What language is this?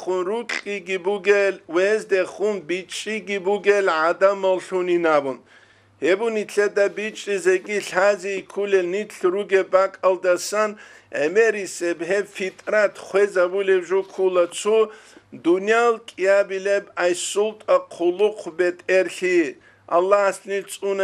Avaric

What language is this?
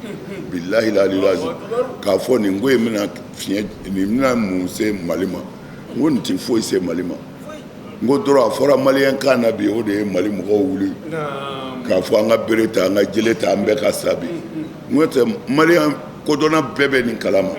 Bambara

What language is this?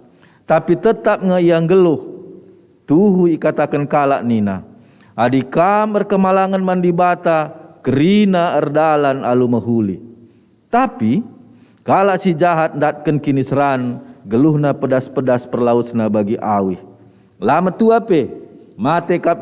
Batak Karo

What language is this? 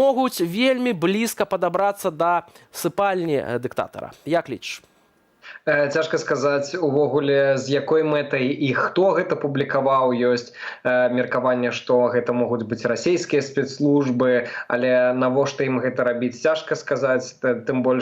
Belarusian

